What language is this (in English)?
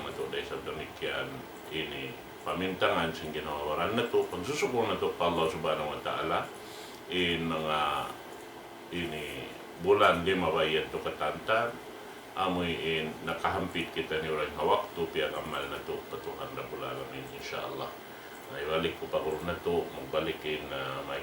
Tausug